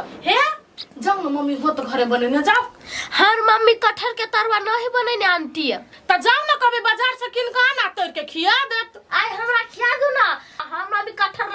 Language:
Maithili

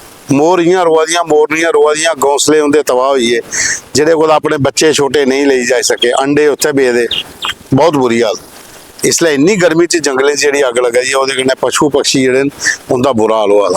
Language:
Dogri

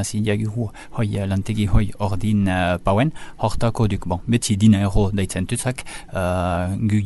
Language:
Basque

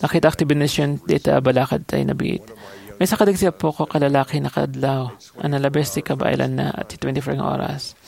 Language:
Iloko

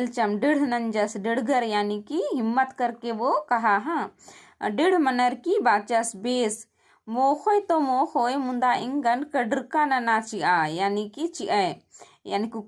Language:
Kurukh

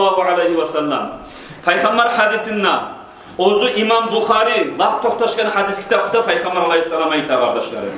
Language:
Kumyk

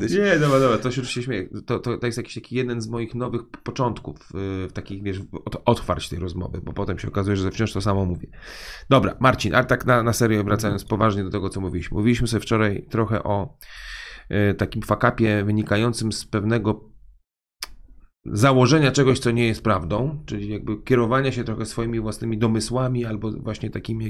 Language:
Polish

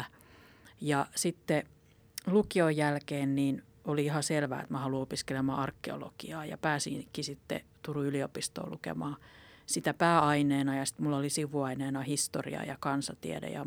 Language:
Finnish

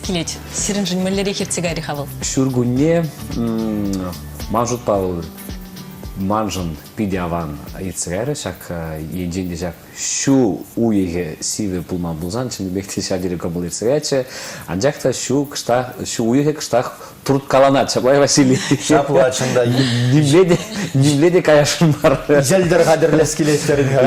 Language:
Chuvash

